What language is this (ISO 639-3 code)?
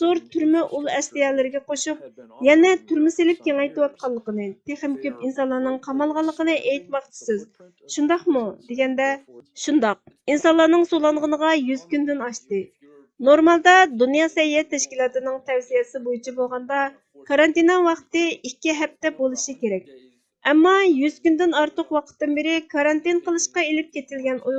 uig